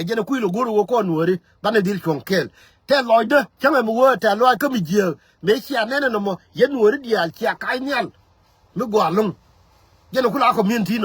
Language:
Nuer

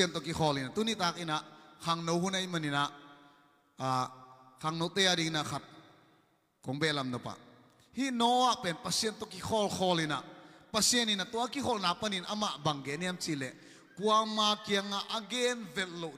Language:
Tedim Chin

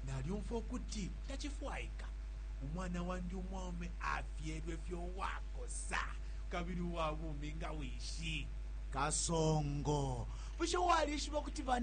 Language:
Bemba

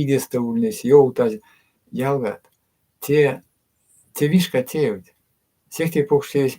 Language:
Erzya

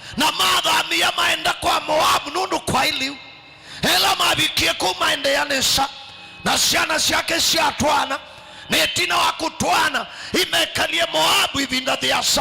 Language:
Kamba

